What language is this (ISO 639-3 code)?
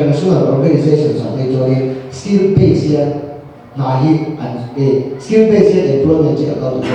lus